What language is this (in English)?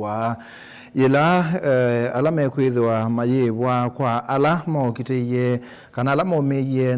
Kamba